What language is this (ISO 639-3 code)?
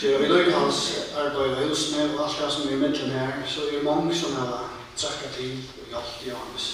fao